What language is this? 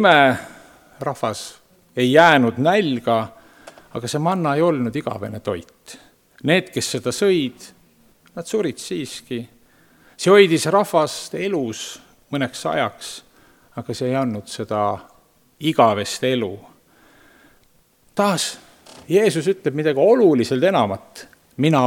Estonian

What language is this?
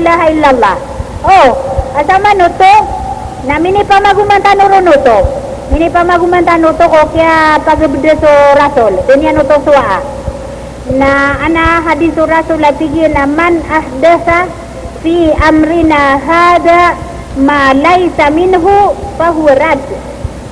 Maranao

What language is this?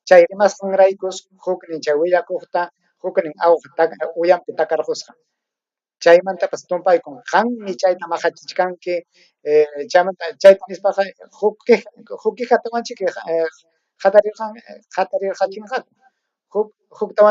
Ayacucho Quechua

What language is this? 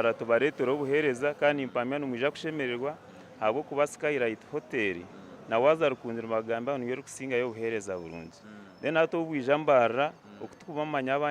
Nyankole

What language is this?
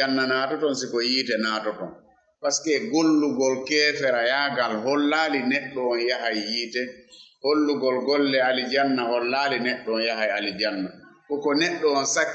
Fula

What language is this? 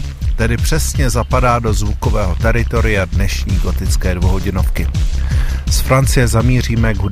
Czech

